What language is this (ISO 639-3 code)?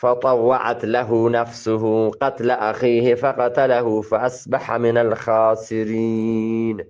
bgp